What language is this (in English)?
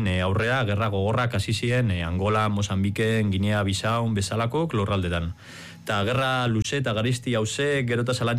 Basque